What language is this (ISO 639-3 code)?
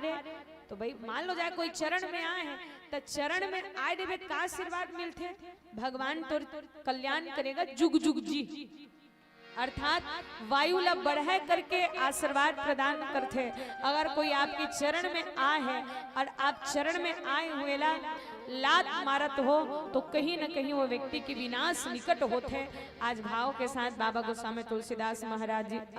hne